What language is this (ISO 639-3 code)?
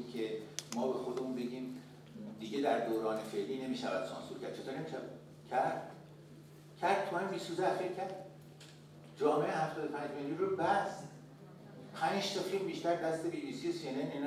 fas